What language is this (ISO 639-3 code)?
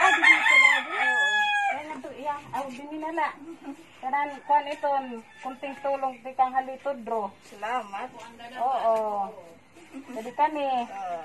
war